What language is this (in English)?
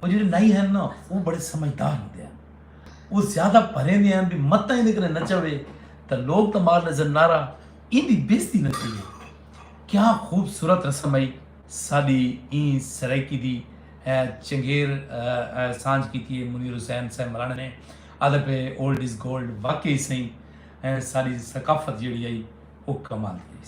Saraiki